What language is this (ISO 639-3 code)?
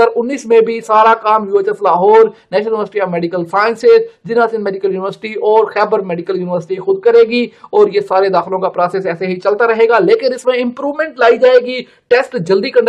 urd